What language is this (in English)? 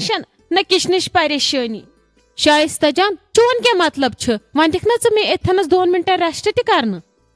Kashmiri